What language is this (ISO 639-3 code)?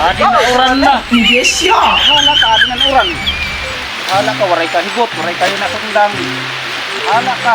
war